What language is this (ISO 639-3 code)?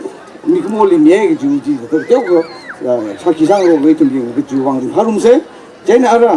nmf